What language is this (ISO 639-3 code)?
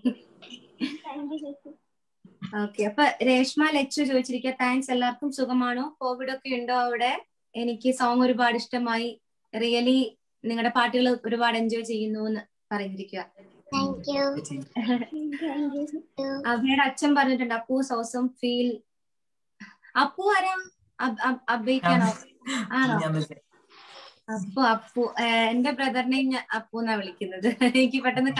mal